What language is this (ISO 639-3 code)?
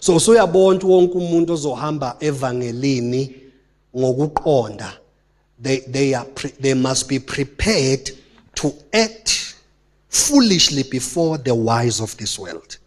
zul